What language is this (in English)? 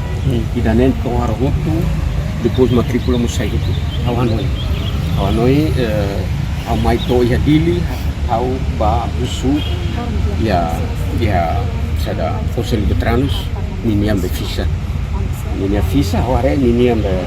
Tetum